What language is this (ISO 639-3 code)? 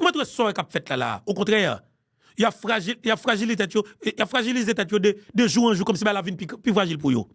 hat